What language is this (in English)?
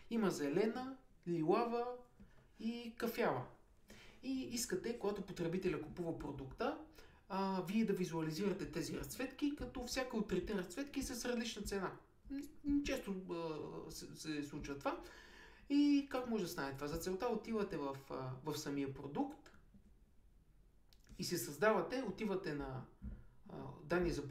Bulgarian